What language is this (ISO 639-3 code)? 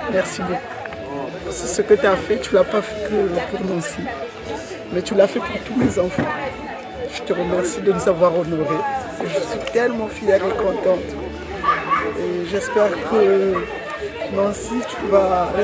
fra